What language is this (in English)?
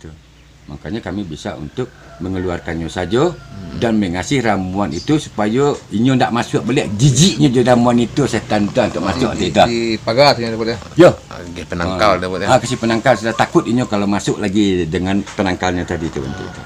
Minangkabau